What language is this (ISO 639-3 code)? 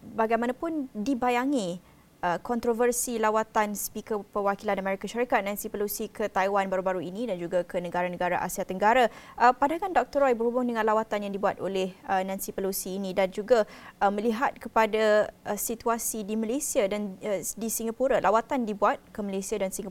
msa